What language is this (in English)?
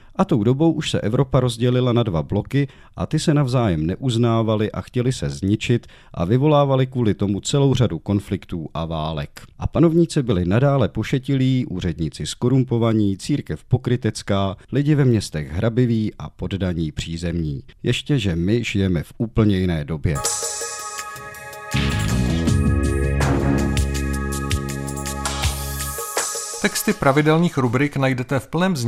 Czech